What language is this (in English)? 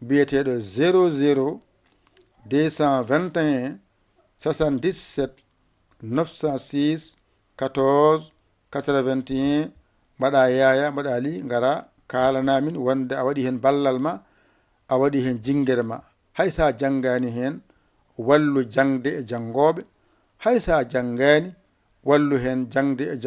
Fula